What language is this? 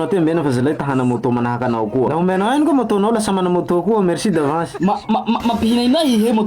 Malagasy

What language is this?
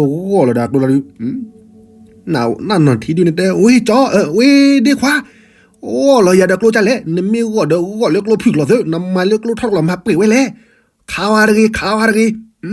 S'gaw Karen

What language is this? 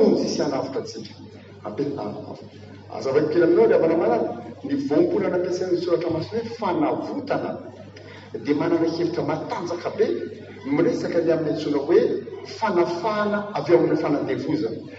Malagasy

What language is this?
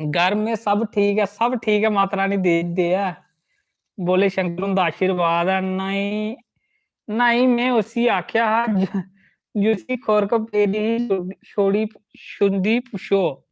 Dogri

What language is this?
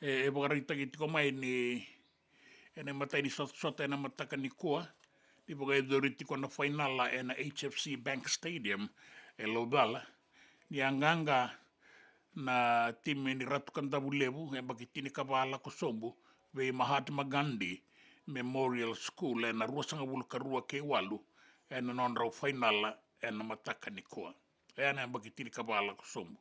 Fijian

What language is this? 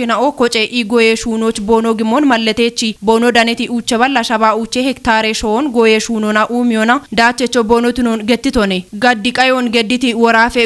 Kafa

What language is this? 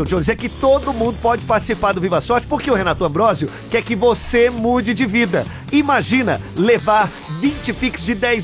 Portuguese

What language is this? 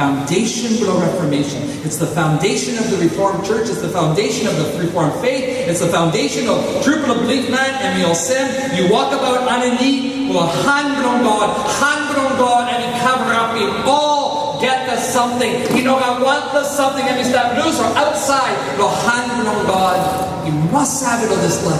Tok Pisin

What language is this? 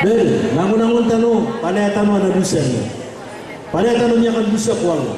Maranao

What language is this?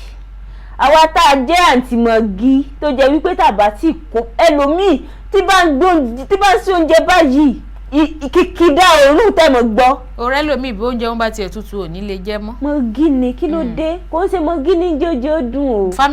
Yoruba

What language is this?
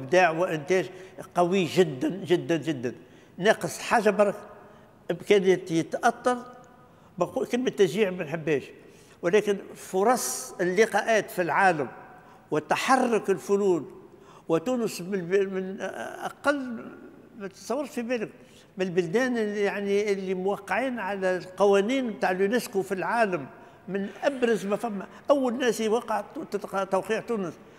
Tunisian Arabic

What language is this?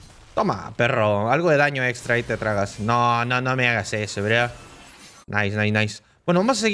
Spanish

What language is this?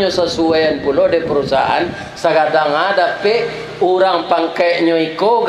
Minangkabau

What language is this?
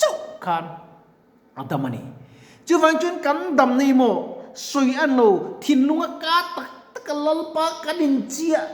Mizo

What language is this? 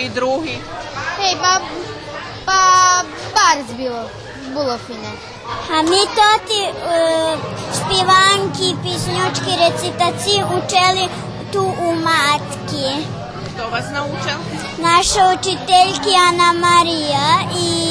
Rusyn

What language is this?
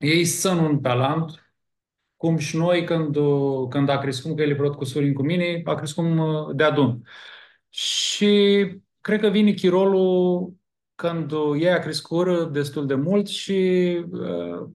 Aromanian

